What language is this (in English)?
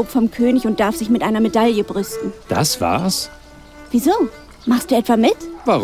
Bavarian